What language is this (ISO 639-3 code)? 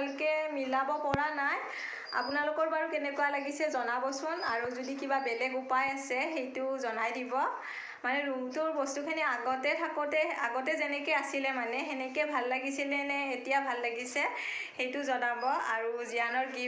asm